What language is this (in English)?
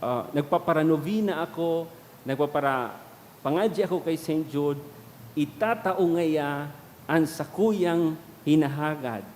Bikol